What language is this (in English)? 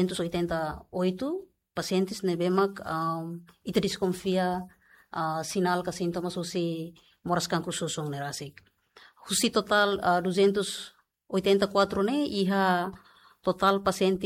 Tetum